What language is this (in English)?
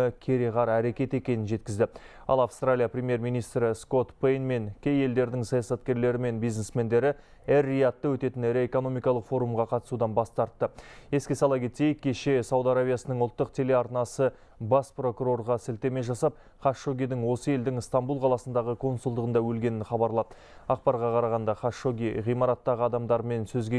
Kazakh